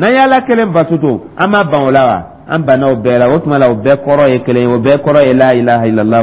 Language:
Dyula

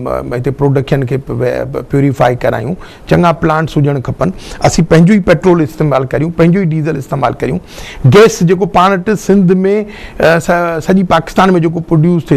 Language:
Sindhi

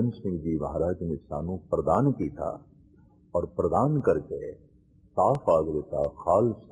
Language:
Punjabi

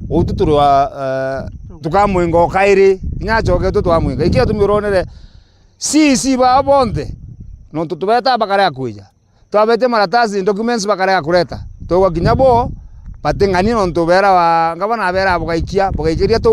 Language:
Meru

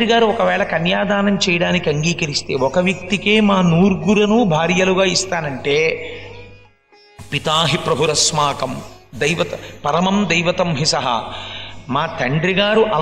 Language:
Telugu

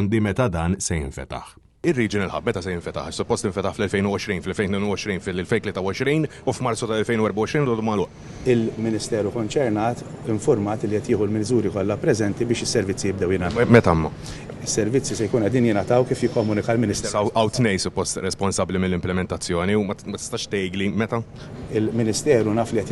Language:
Maltese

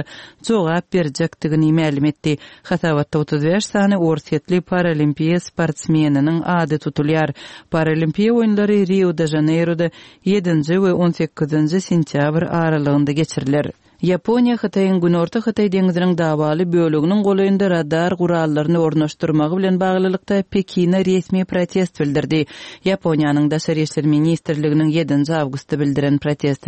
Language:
Turkmen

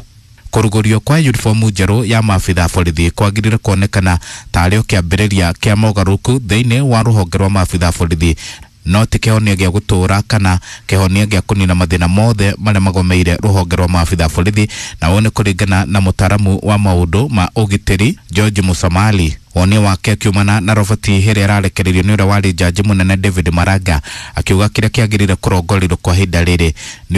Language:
Kikuyu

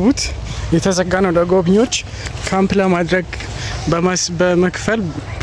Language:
Amharic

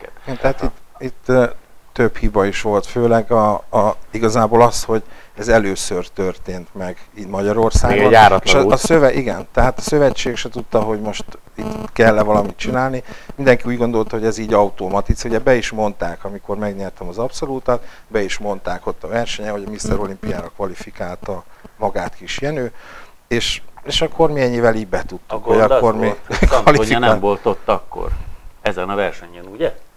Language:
Hungarian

